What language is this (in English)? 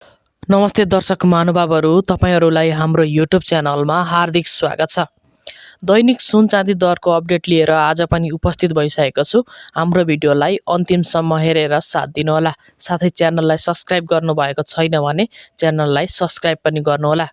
Nepali